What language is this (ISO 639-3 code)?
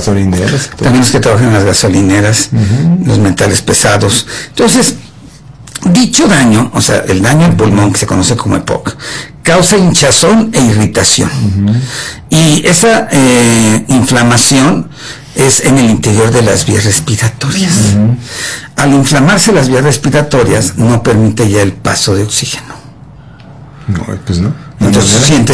spa